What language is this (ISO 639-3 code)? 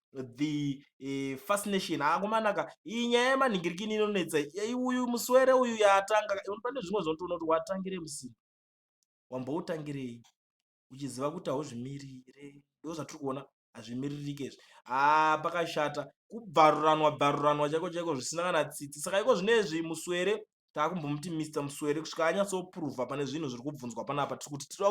sna